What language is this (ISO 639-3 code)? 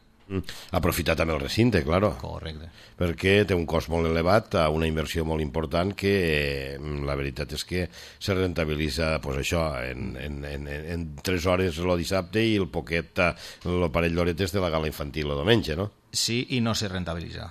cat